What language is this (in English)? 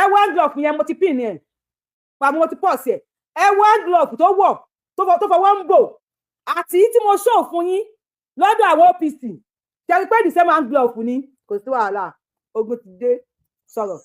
Yoruba